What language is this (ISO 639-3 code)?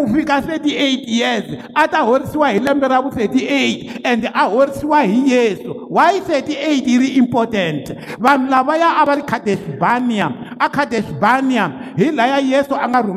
tso